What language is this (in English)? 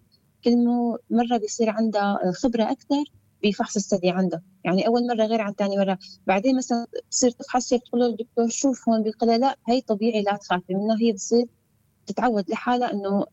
North Levantine Arabic